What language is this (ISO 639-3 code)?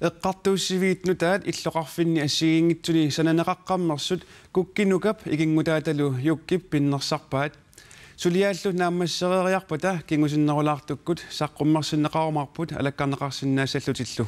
kal